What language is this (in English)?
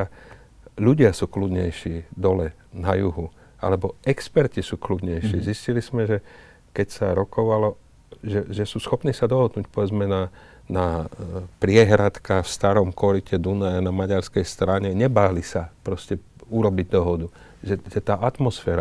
Slovak